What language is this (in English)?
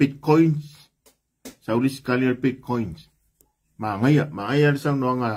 Samoan